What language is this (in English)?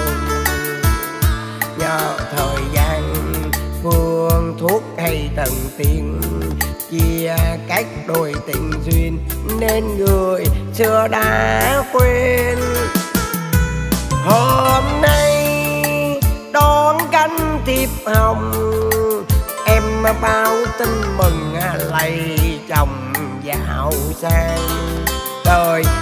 Vietnamese